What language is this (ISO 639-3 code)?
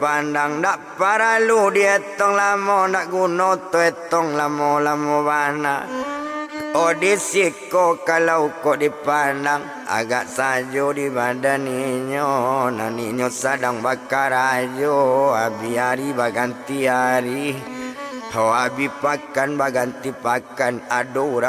min